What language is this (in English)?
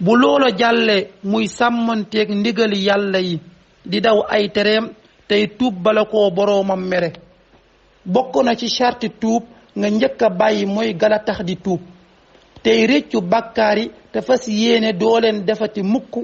Wolof